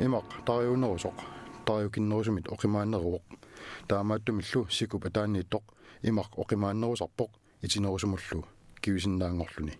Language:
Kalaallisut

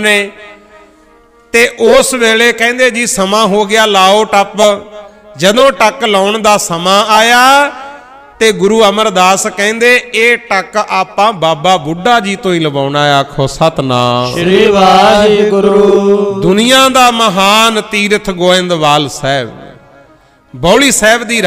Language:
Punjabi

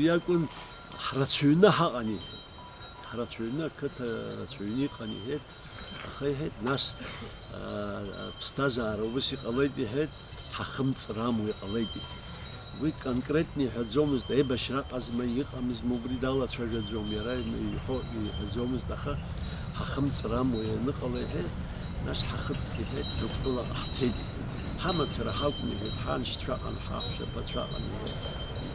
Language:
Abkhazian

